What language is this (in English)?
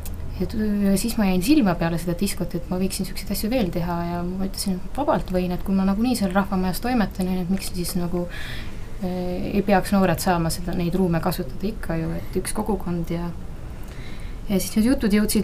Estonian